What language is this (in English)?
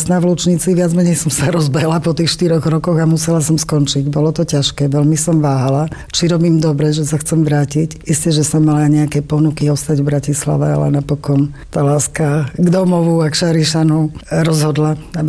Slovak